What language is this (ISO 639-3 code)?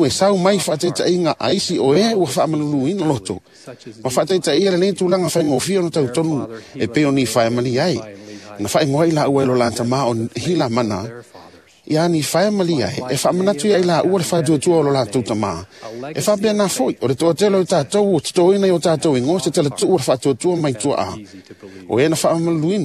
smo